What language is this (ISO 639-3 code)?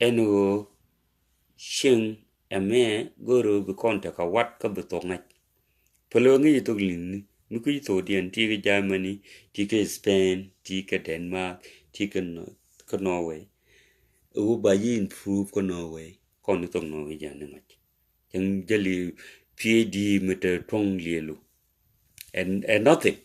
nus